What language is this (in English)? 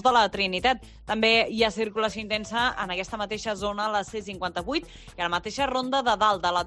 Catalan